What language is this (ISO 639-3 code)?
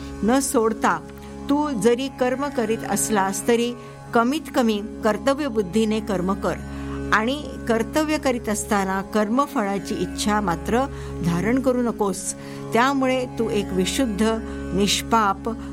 mar